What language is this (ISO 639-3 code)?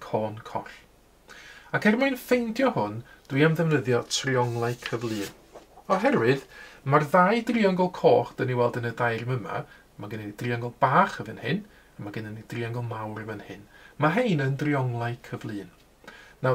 cym